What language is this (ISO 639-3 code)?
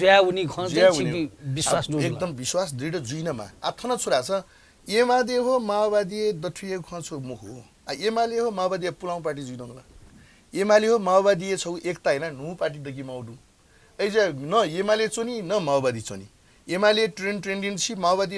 new